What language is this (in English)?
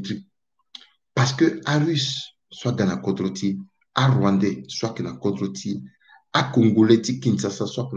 Sango